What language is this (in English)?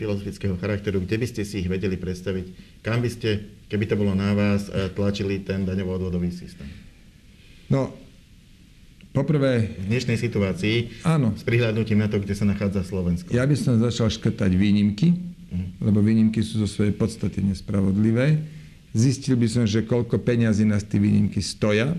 Slovak